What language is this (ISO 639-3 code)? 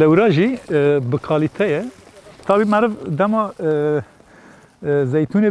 kur